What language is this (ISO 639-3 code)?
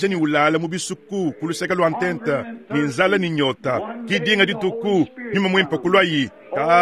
lua